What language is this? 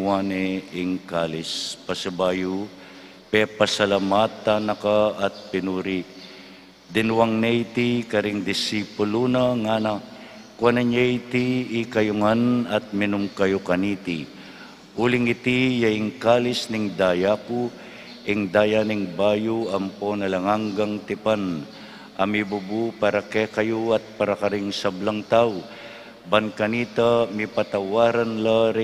Pampanga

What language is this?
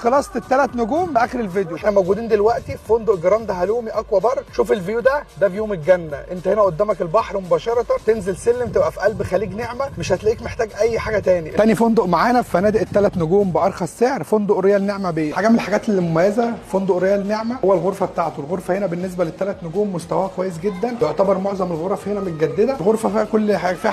Egyptian Arabic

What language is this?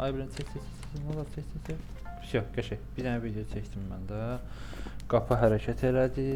Azerbaijani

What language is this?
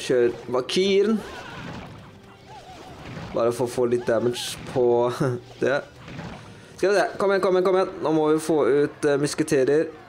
Norwegian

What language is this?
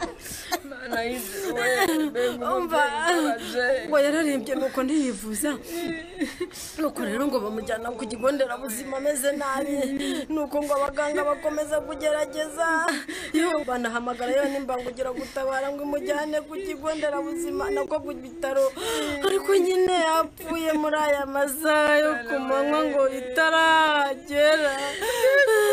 Kinyarwanda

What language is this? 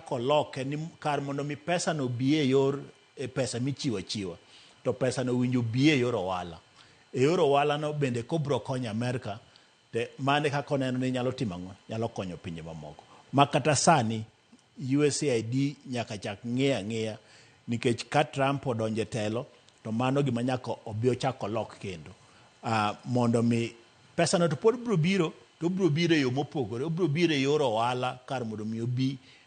Luo (Kenya and Tanzania)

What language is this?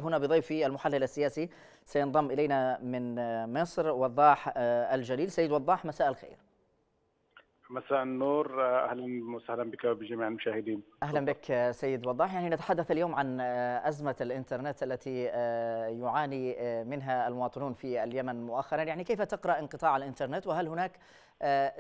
Arabic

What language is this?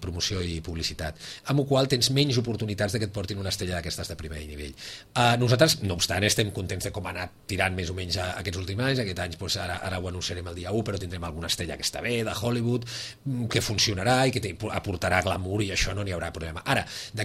Catalan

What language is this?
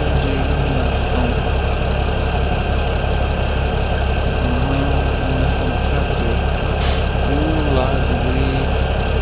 Portuguese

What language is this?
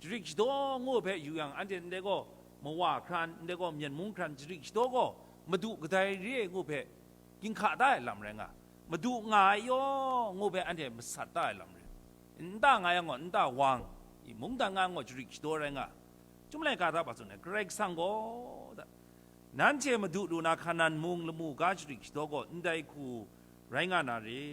Kachin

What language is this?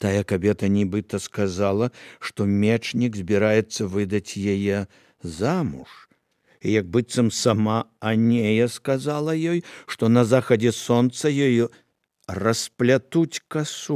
Belarusian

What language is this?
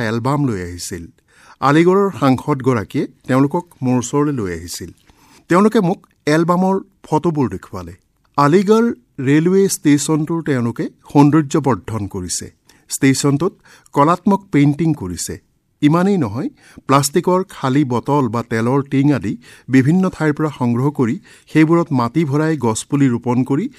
Assamese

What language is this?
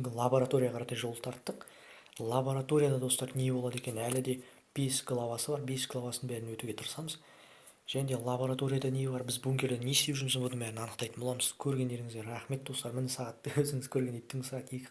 Kazakh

